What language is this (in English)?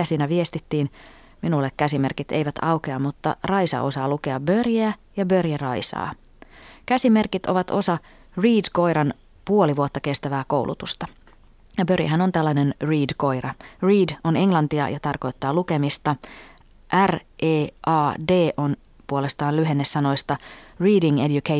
Finnish